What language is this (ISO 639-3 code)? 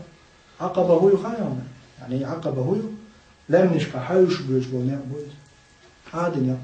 che